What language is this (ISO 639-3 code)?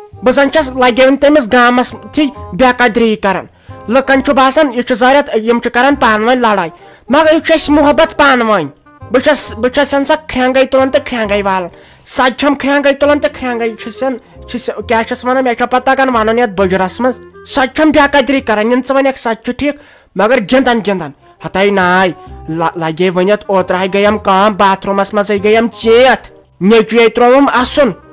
kas